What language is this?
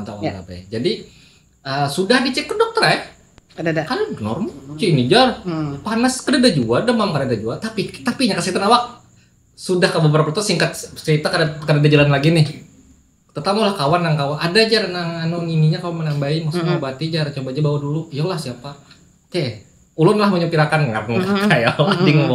Banjar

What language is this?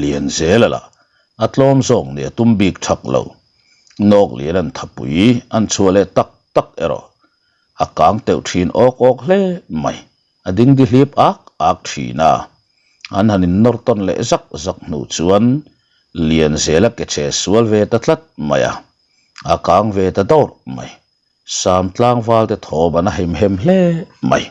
Mizo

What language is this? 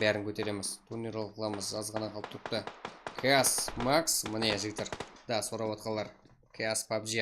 Kara-Kalpak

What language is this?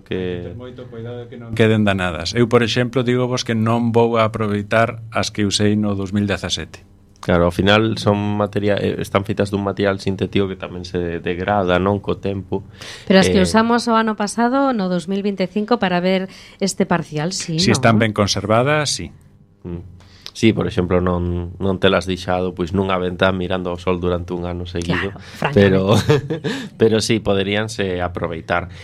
Galician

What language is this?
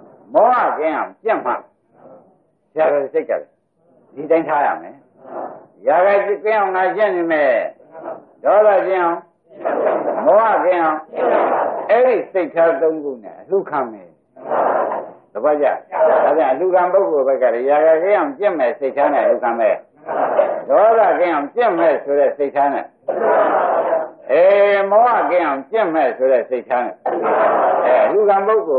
Burmese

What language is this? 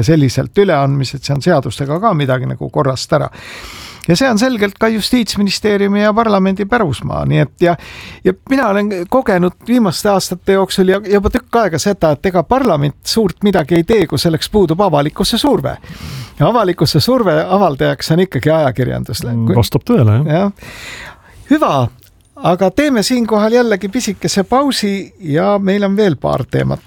Estonian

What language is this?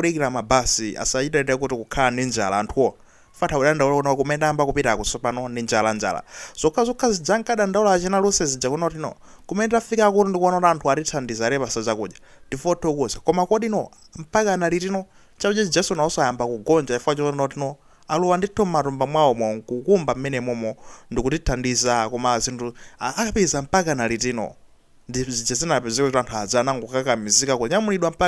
Nyanja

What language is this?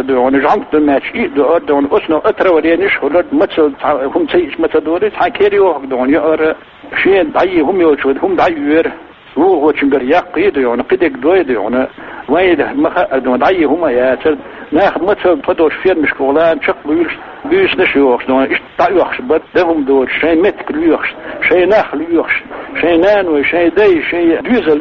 Chechen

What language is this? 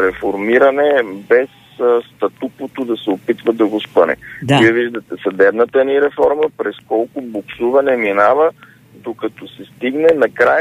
Bulgarian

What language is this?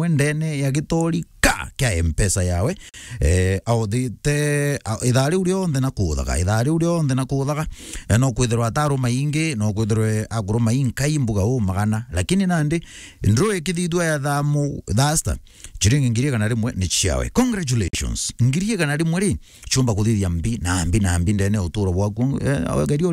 Meru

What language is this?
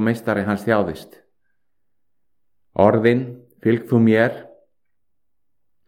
Icelandic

